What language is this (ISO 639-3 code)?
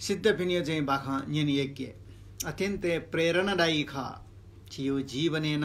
new